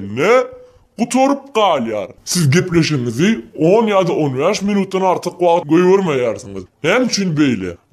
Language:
Turkmen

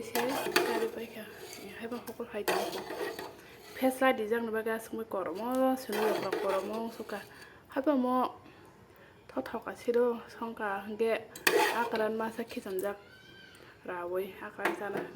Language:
Kok Borok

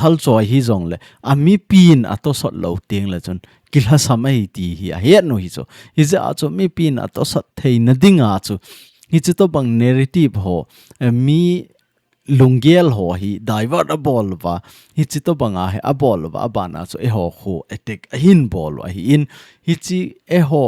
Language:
Thado Chin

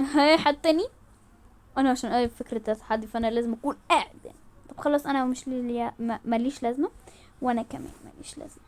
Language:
Egyptian Arabic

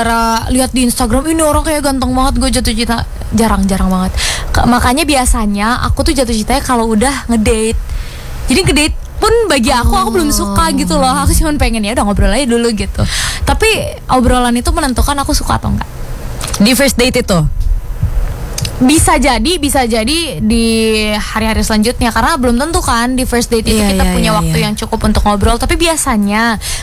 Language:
Indonesian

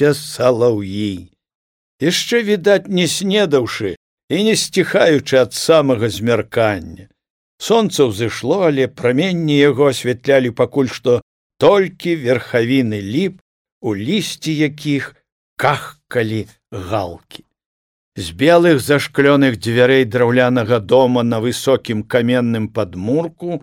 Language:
Belarusian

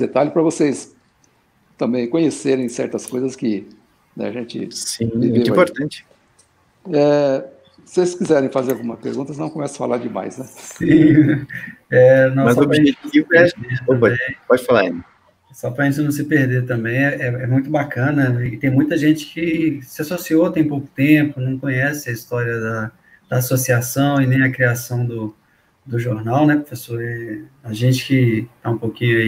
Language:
Portuguese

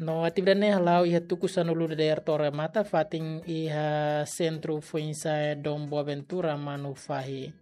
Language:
Tetum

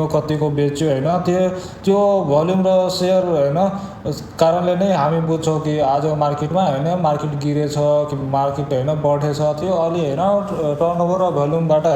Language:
Nepali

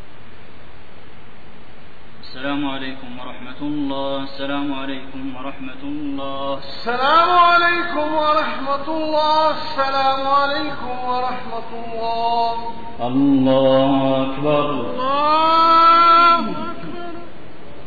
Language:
Arabic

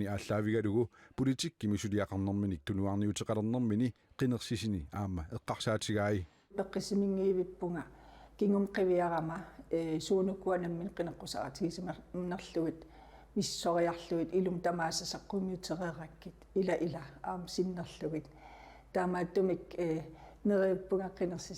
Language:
Kalaallisut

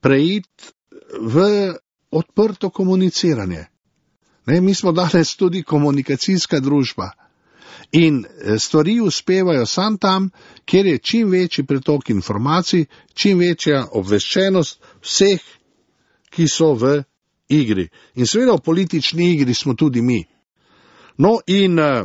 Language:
Slovenian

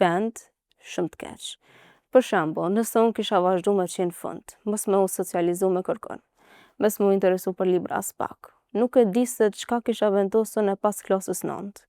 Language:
Albanian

